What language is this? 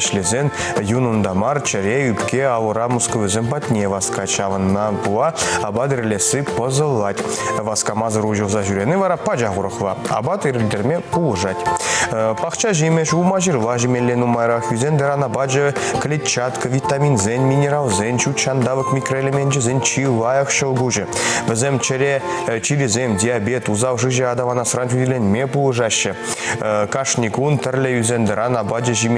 Chuvash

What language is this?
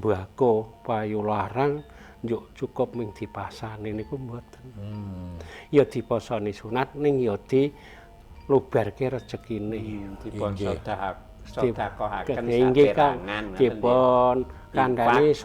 Javanese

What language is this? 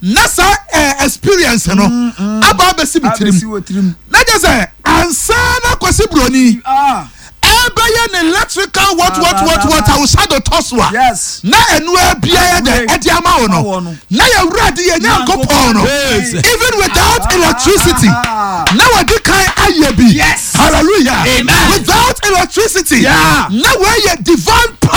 Akan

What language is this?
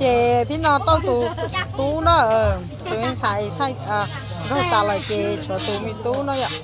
Hmong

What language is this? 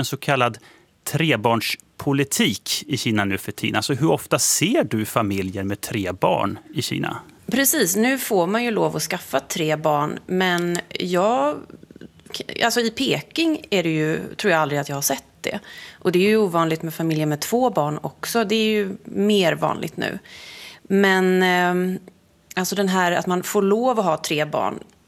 Swedish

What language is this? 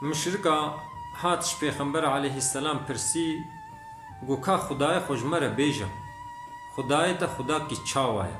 Kurdish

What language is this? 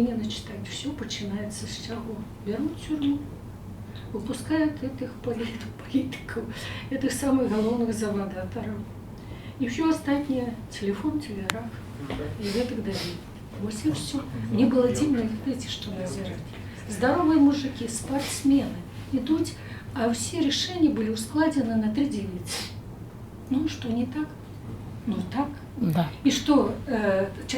Belarusian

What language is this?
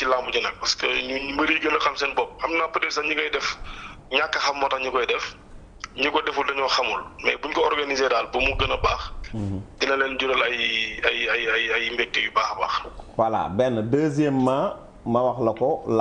Wolof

